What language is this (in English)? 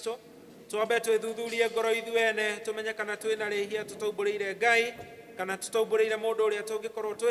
Kikuyu